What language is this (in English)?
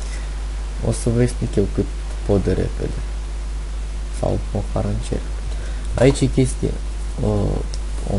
Romanian